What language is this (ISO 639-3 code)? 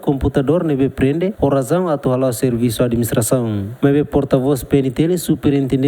tet